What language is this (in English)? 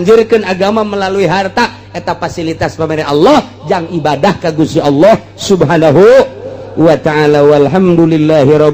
Sundanese